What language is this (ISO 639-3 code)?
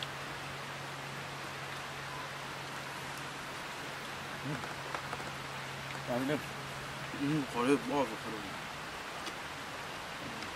vie